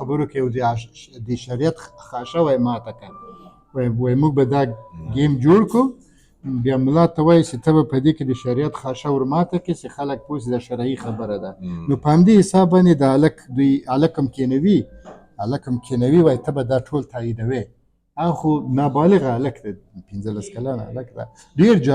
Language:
Pashto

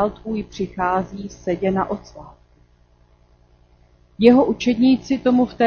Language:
Czech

